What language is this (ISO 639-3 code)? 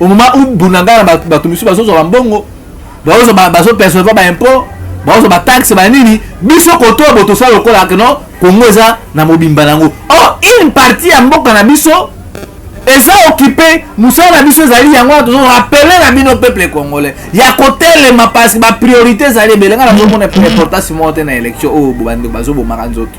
lin